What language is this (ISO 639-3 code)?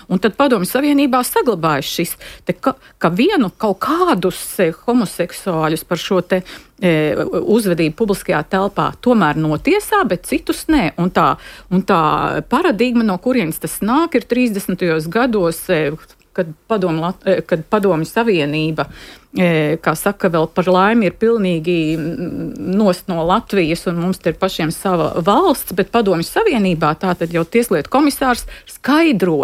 lav